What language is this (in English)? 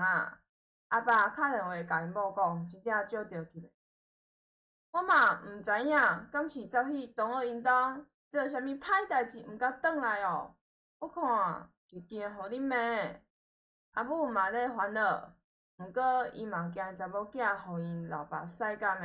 Min Nan Chinese